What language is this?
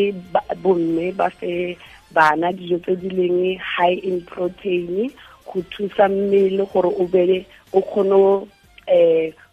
Tswana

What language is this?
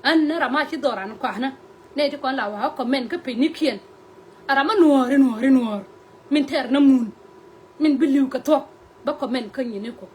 Nuer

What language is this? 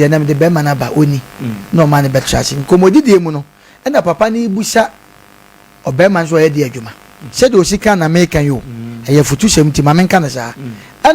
Akan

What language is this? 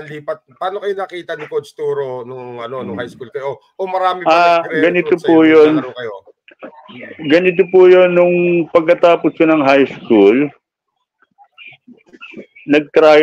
Filipino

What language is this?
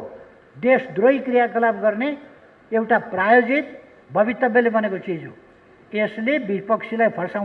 Nepali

